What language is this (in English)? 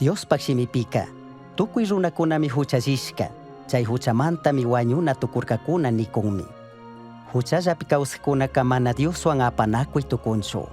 Chimborazo Highland Quichua